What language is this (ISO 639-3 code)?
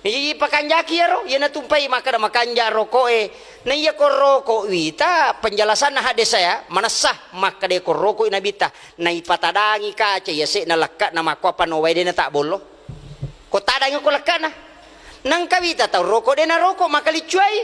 bug